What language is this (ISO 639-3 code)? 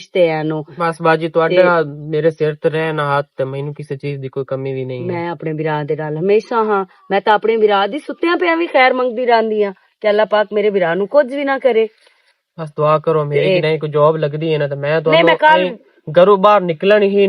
lah